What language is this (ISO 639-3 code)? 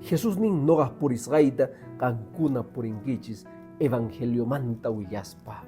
que